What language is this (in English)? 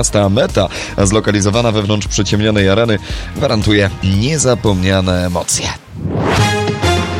Polish